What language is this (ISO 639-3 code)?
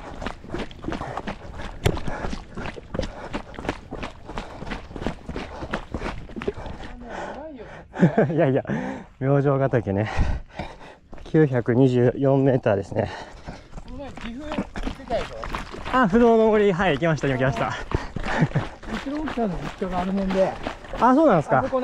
jpn